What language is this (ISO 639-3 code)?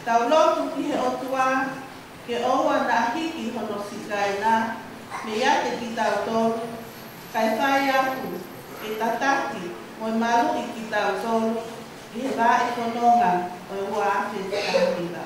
ton